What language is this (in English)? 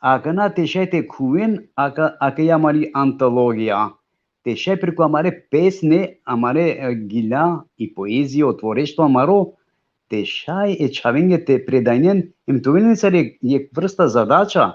Balkan Romani